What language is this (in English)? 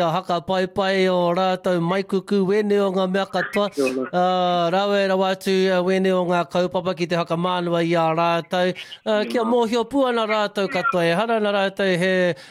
Māori